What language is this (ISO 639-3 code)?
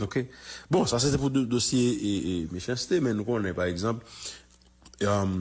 hat